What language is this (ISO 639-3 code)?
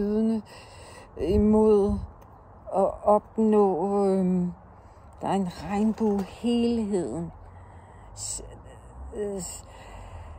dan